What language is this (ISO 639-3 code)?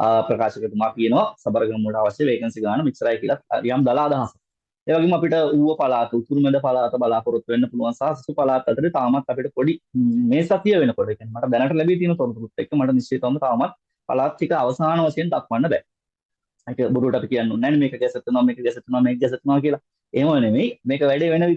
sin